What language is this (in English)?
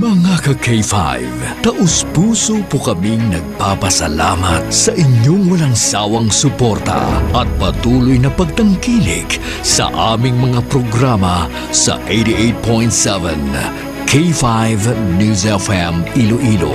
Hiligaynon